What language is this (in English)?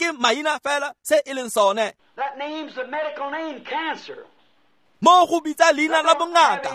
Tswana